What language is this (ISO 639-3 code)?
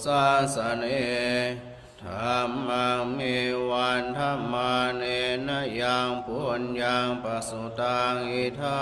pli